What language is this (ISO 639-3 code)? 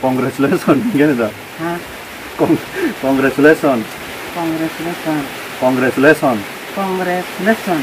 trp